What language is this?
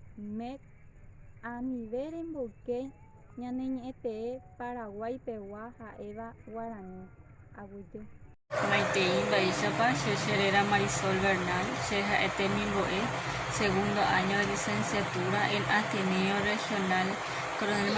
Guarani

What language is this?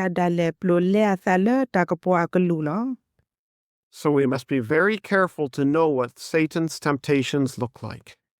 S'gaw Karen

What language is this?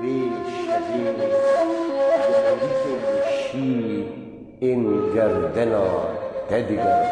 Kurdish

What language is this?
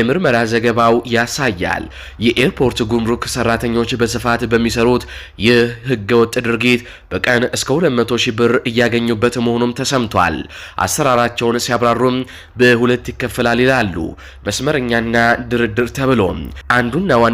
Amharic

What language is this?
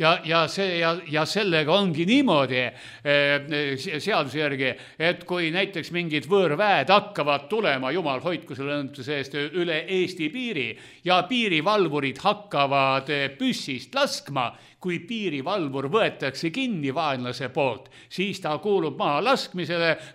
Estonian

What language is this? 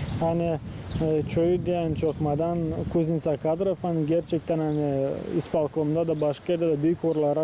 Gagauz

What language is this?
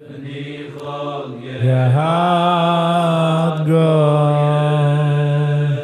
Yiddish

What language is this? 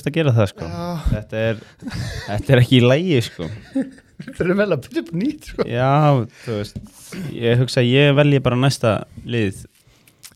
Icelandic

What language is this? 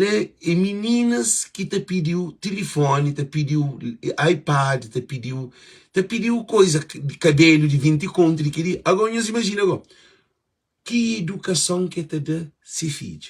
Kabuverdianu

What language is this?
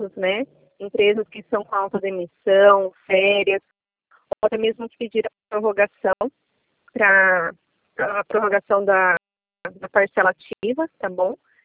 Portuguese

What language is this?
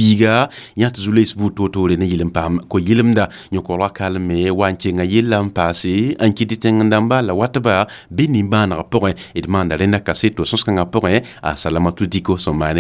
Mossi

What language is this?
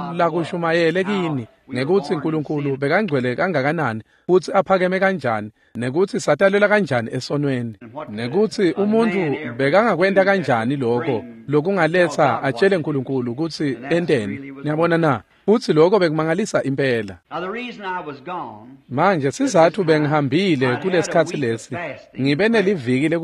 Swati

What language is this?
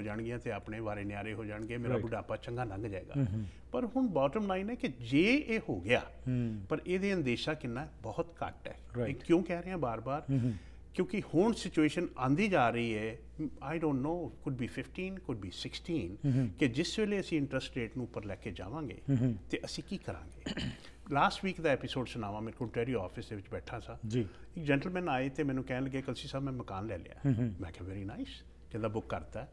Punjabi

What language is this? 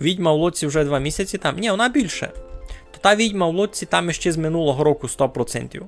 Rusyn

